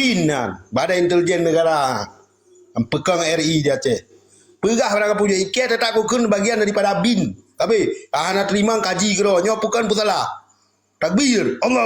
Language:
Achinese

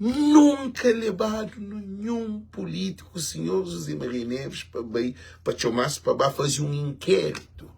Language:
Kabuverdianu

